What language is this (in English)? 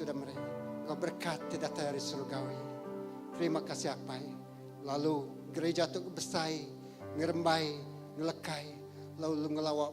Iban